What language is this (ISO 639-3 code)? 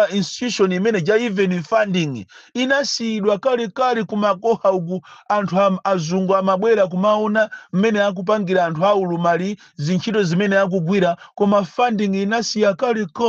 nya